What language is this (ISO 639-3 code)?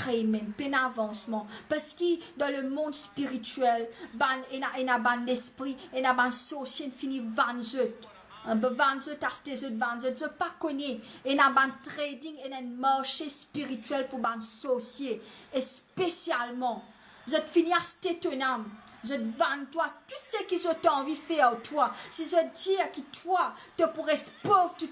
mfe